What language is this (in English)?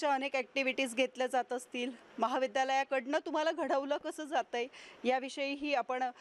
Marathi